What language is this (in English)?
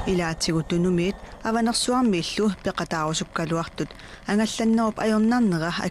Kalaallisut